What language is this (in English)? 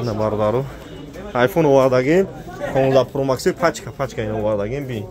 Tajik